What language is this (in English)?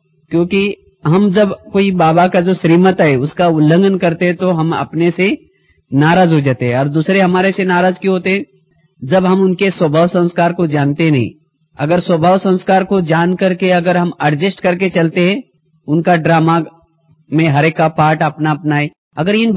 Hindi